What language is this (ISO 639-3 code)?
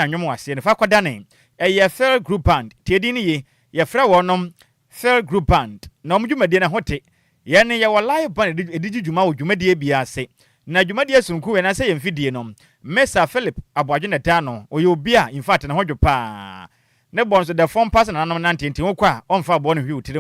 aka